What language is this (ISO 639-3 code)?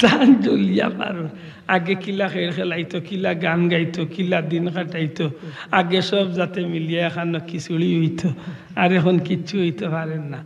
syl